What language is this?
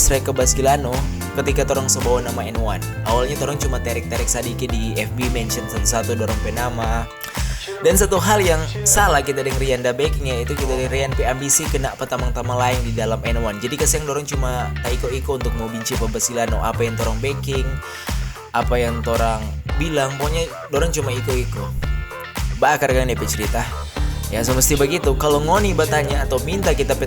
Manado Malay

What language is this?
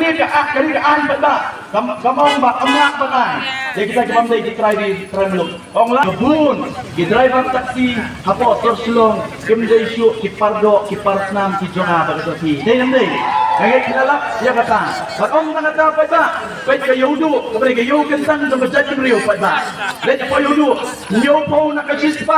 Khasi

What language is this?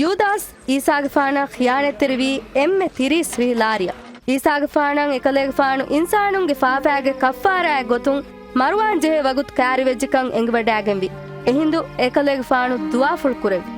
Divehi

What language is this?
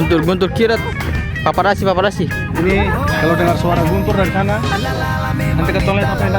Ambonese Malay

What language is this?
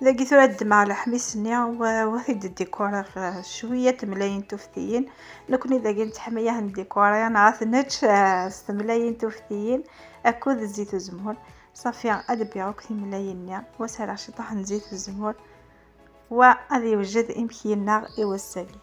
Kabyle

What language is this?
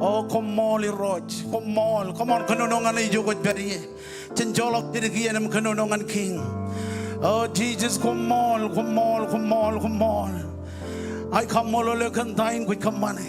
Marshallese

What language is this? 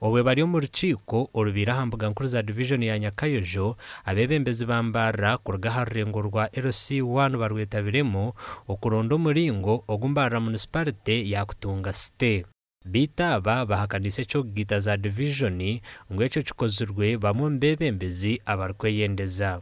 Nyankole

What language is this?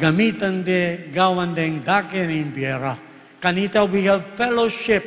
Pampanga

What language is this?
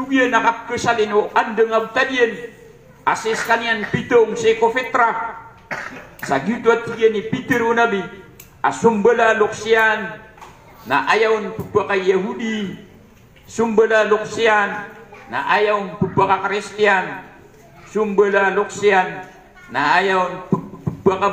Maranao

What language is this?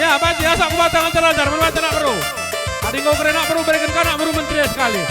Batak Karo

